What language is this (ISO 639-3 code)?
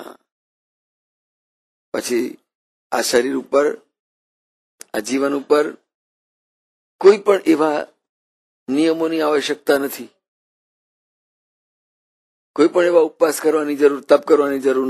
guj